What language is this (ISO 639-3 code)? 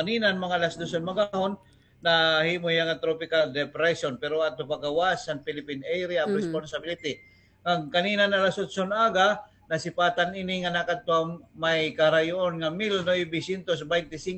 war